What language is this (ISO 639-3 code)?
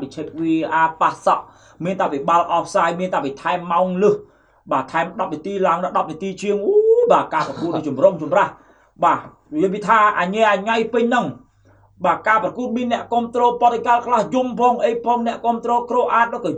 khm